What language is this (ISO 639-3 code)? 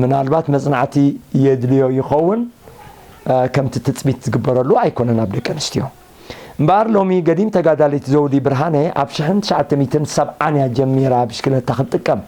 tir